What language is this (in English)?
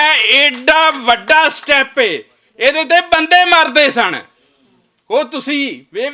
Western Panjabi